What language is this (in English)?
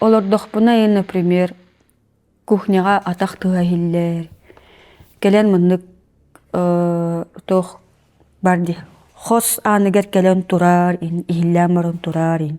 Yakut